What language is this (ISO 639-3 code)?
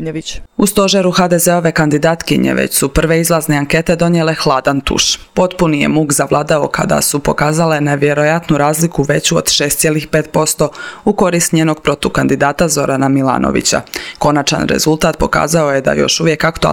hrv